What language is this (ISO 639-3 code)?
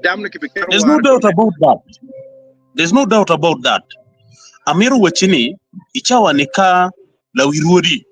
ach